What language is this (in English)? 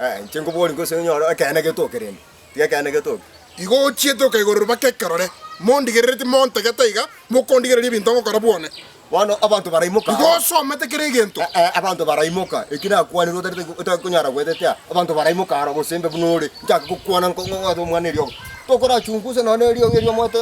Gusii